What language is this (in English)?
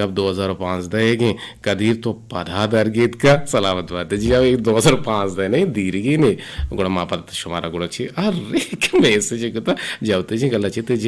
Eastern Balochi